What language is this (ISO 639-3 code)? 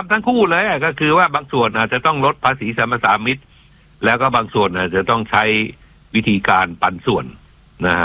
tha